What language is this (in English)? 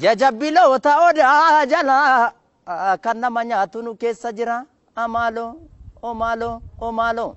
Oromo